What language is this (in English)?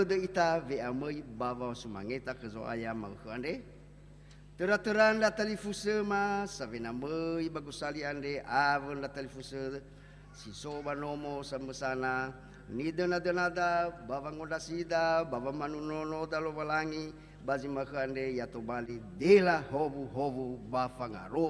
Nias